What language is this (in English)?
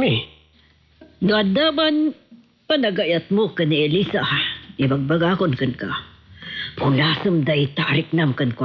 Iloko